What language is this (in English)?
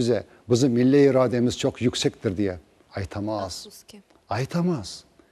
Crimean Tatar